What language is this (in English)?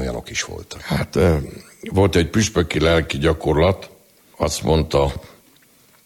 Hungarian